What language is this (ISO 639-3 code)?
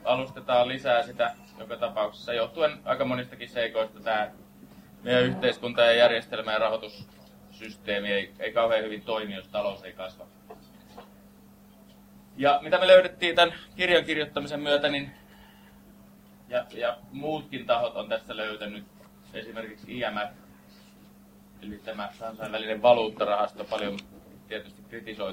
fin